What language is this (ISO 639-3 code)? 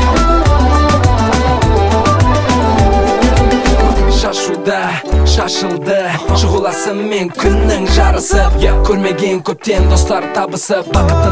kaz